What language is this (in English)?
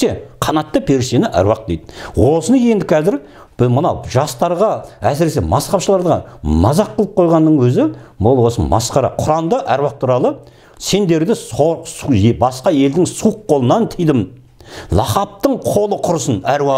Kazakh